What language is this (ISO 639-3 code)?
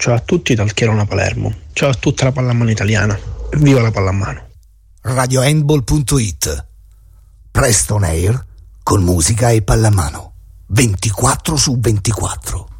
ita